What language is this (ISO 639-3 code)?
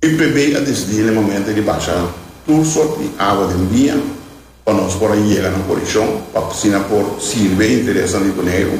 pap